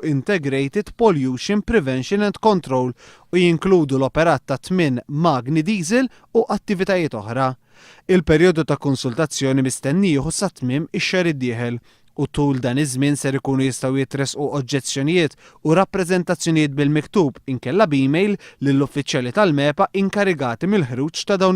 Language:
Maltese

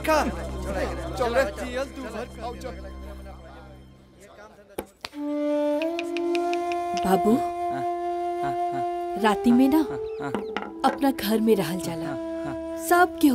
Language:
Bhojpuri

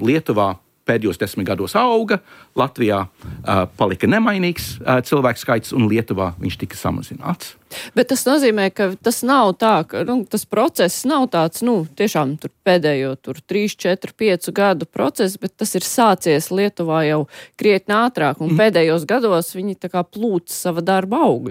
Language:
Latvian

